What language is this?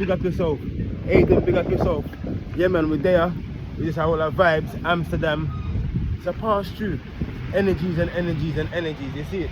Jamaican Creole English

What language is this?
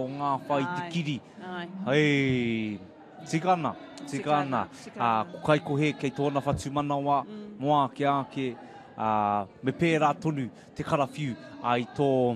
Māori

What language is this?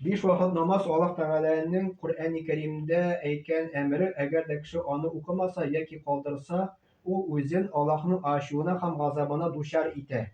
Tatar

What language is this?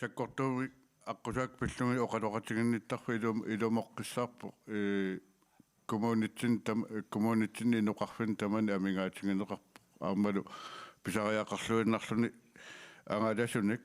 Kalaallisut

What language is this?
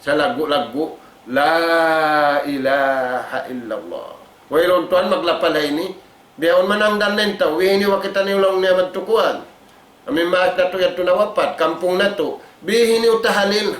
Tausug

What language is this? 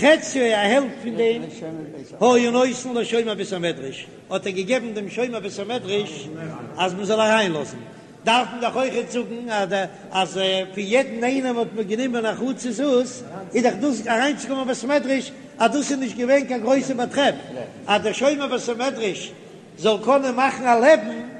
Yiddish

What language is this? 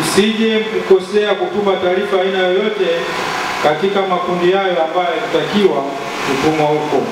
Swahili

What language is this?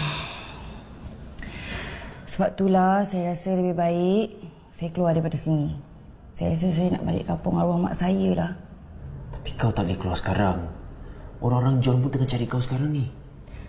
Malay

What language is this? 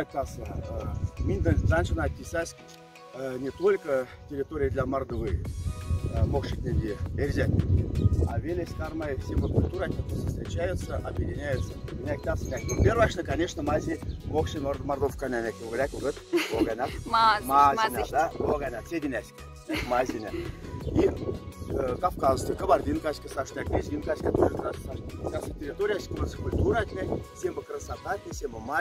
Moksha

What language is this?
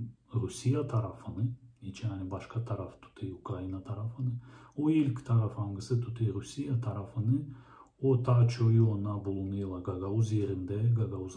Gagauz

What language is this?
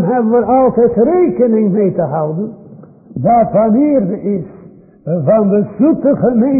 Dutch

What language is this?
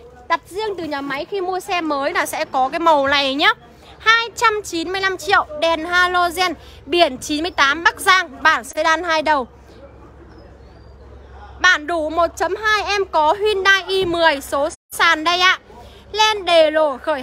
Vietnamese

